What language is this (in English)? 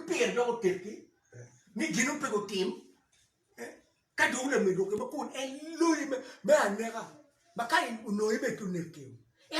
Acoli